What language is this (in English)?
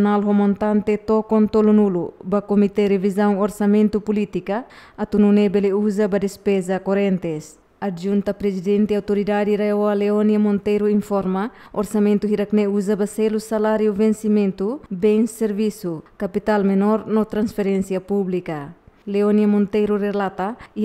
Tetum